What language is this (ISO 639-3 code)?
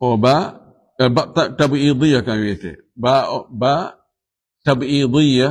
ful